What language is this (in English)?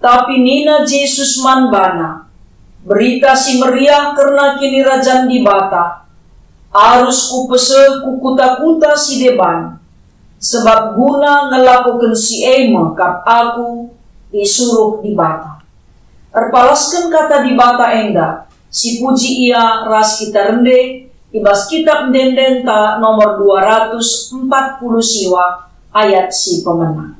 Batak Karo